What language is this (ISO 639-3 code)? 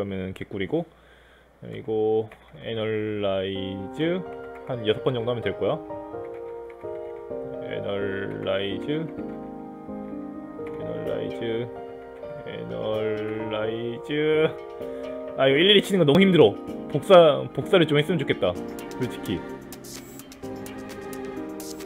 kor